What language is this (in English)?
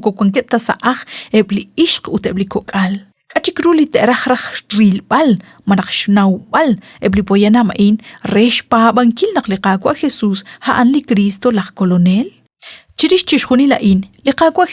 Kekchí